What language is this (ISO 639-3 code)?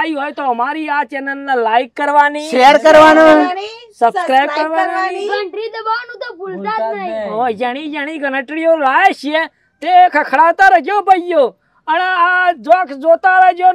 guj